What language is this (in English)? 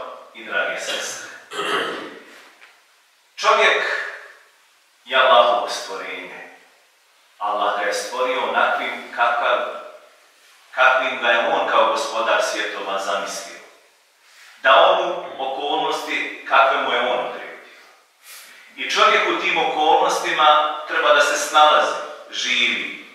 Bosnian